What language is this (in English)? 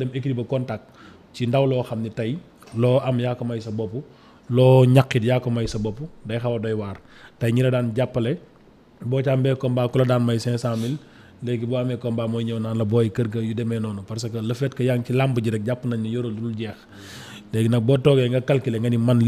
Wolof